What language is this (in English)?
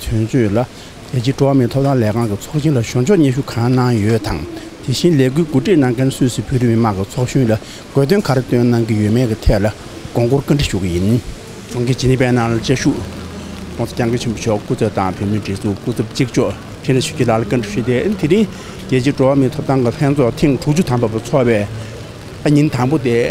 Tibetan